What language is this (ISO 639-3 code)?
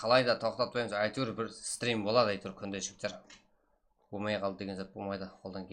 kaa